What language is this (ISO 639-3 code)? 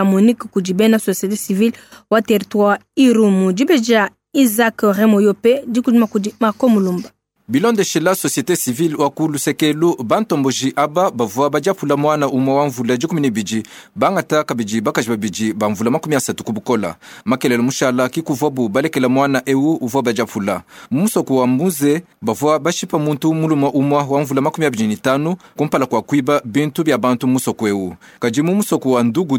lua